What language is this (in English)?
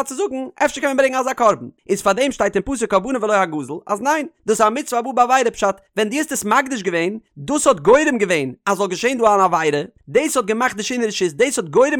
Yiddish